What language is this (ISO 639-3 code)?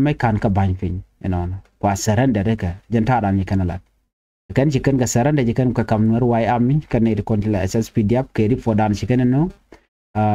nus